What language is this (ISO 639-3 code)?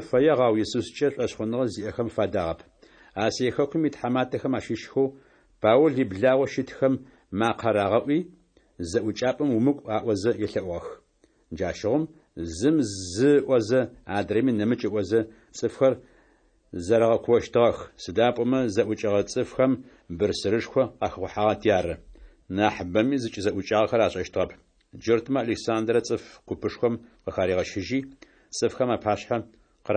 ady